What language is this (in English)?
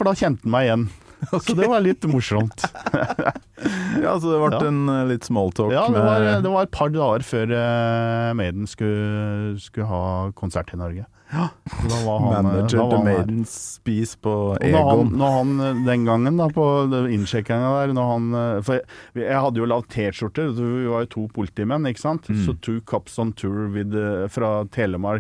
Norwegian